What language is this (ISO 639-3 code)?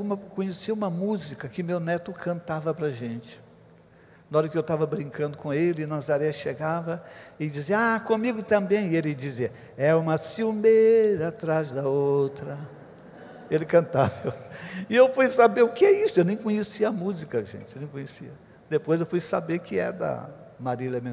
por